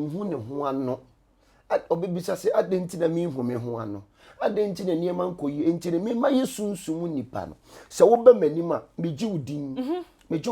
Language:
Akan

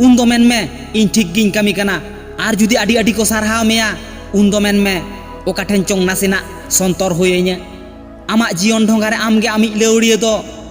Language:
Santali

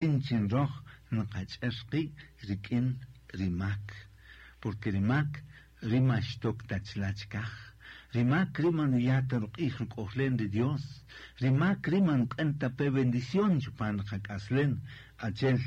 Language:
Kaqchikel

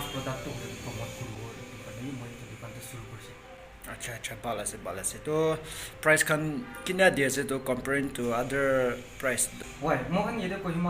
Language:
Naga Pidgin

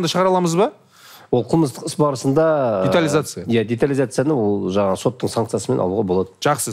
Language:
Kazakh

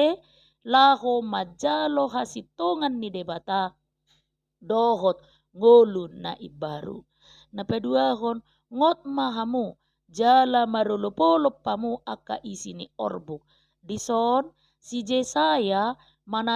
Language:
Batak Toba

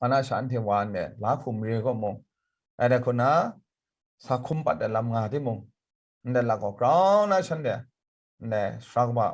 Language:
Kachin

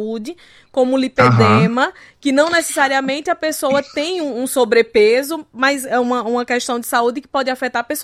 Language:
Portuguese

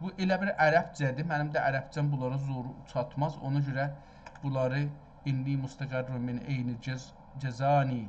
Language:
South Azerbaijani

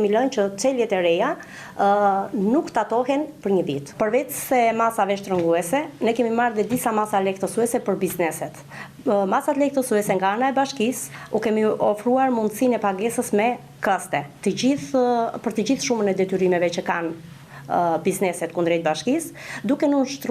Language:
Albanian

